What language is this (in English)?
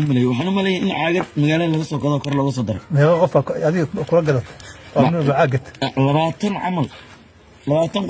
Somali